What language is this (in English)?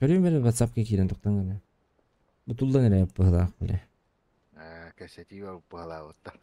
Yakut